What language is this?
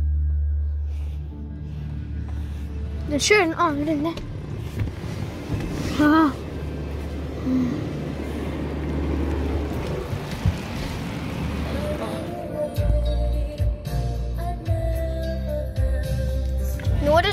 Norwegian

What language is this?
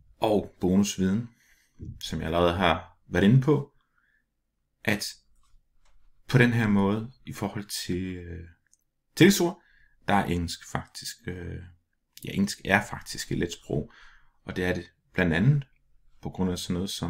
Danish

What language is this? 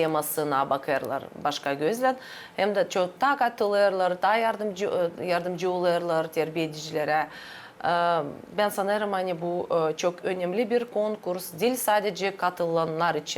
Gagauz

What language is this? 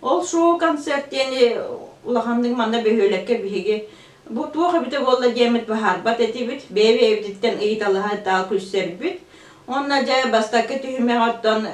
Yakut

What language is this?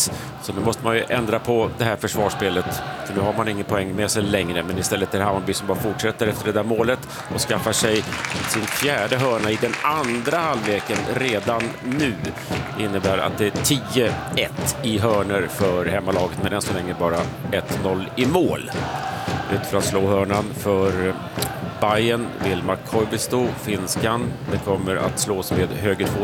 Swedish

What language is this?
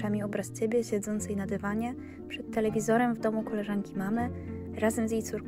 Polish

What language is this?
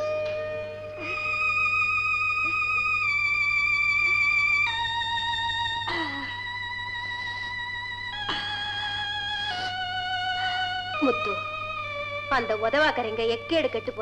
Tamil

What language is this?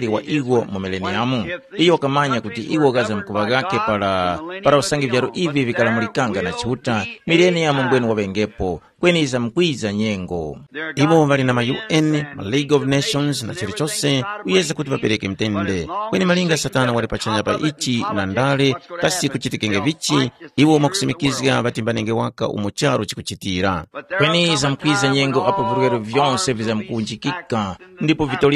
Tumbuka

